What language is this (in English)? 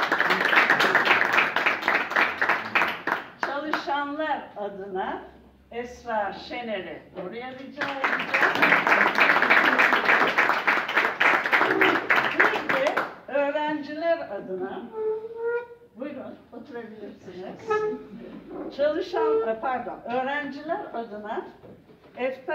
Turkish